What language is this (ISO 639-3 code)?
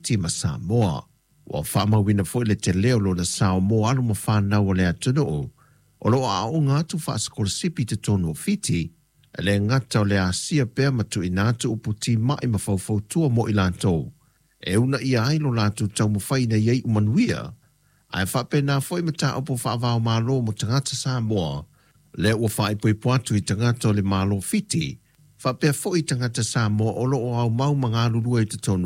smo